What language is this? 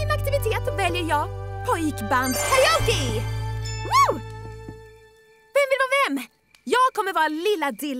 Swedish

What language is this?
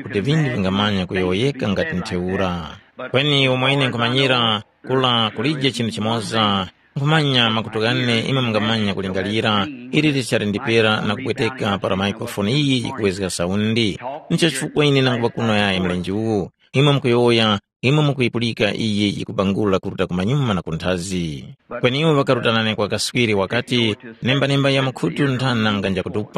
Tumbuka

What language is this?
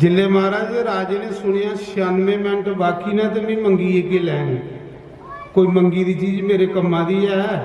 Dogri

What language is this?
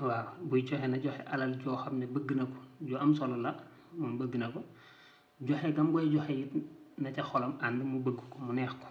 Wolof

